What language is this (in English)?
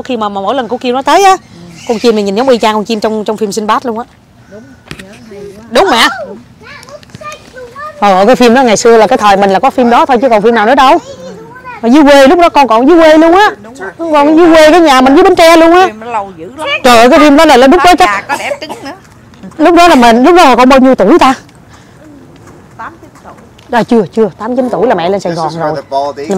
Vietnamese